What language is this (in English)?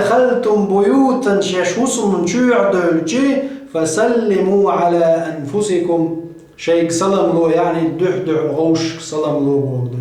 Chechen